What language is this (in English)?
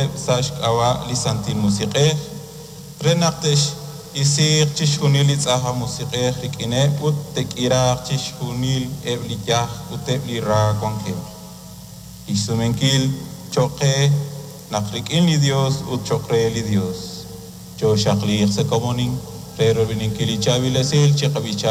Kekchí